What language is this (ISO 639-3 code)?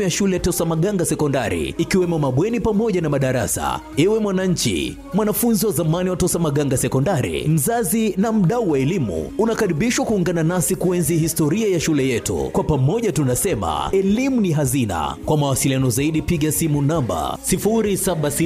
swa